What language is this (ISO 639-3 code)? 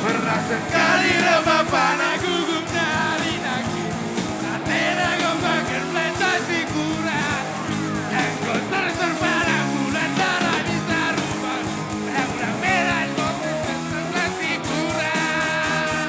btx